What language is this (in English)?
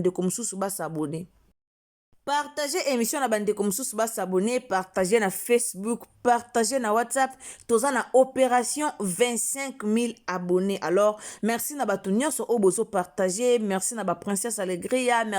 Lingala